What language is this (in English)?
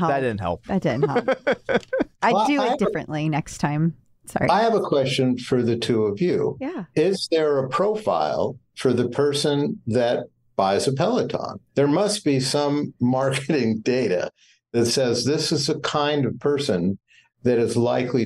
English